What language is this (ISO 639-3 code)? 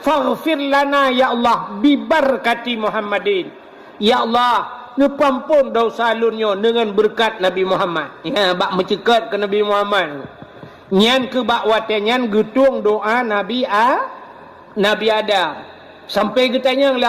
ace